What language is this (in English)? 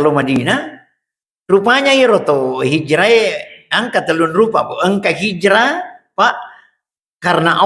Buginese